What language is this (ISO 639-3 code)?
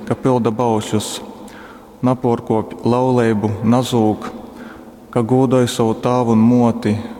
ltg